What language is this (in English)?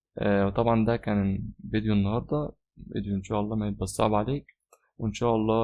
Egyptian Arabic